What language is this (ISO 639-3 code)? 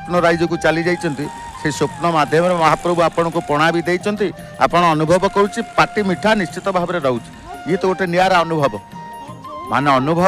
ori